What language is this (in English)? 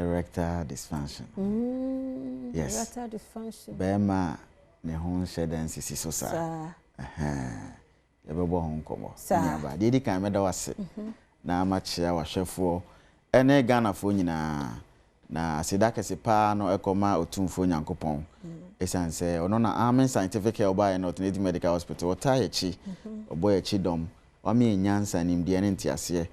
Akan